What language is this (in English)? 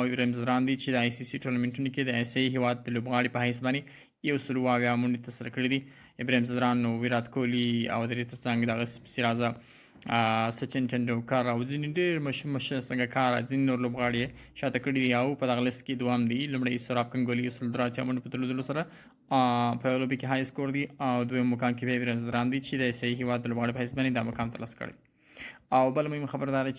Pashto